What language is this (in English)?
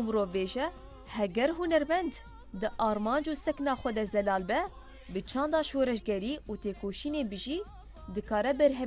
Kurdish